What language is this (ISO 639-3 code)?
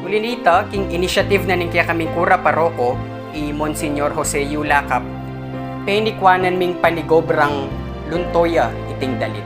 pam